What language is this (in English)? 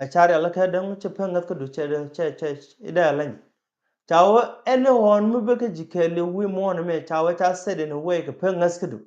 Nuer